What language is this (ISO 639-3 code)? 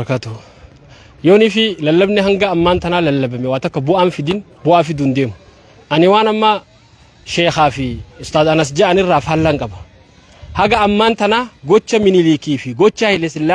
orm